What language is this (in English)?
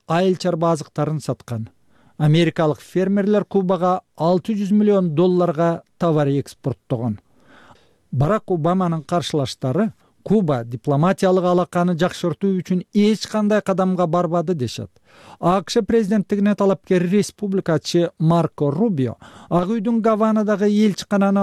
Kyrgyz